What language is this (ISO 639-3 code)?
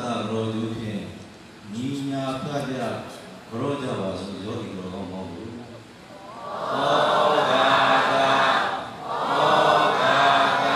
mya